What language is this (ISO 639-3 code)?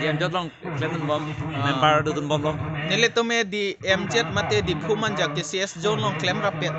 mjw